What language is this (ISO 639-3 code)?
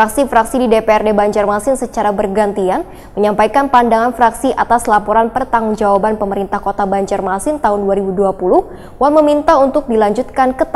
bjn